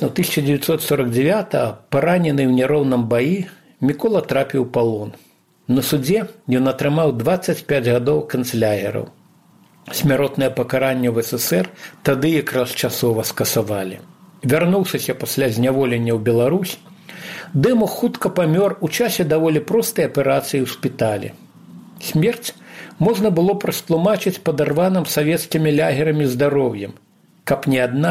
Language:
Belarusian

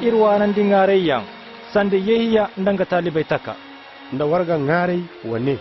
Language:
Koyraboro Senni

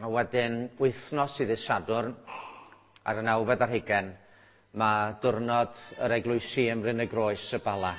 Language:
Welsh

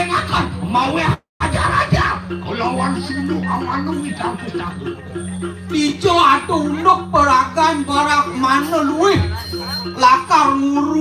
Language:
Balinese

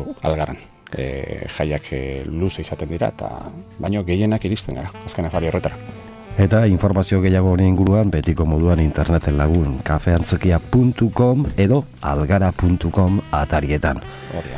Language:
Basque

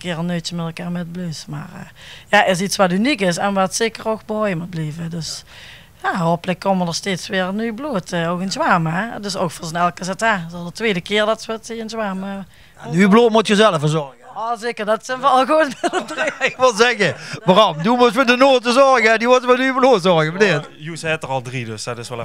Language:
Limburgish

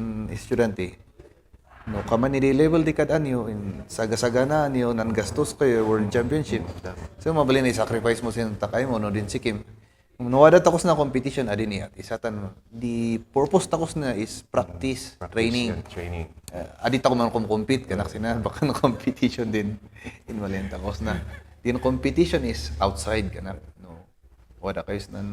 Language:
Kankanaey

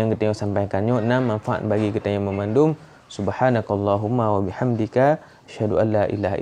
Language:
Achinese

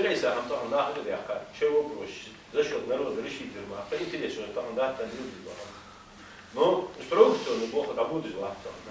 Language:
Ingush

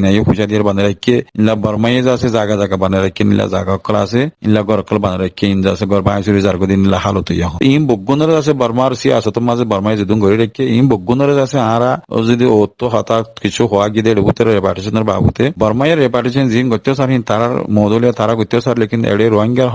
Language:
Rohingya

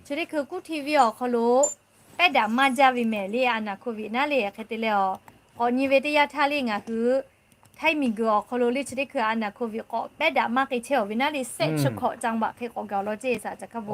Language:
Lahu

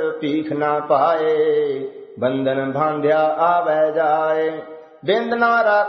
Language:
Punjabi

